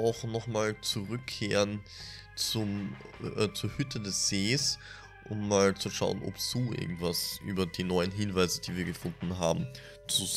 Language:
German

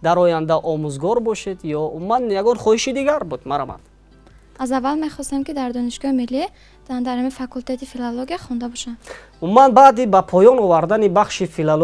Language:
Tajik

